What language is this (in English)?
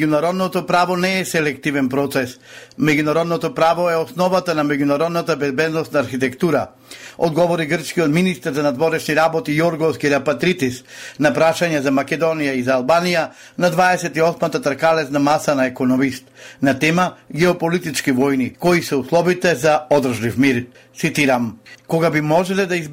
Macedonian